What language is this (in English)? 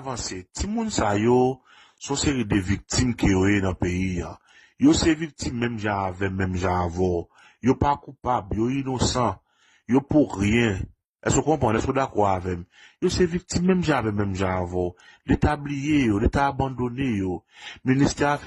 Haitian Creole